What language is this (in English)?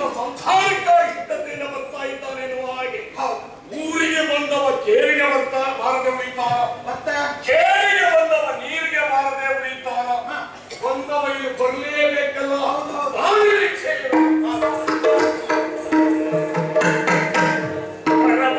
Kannada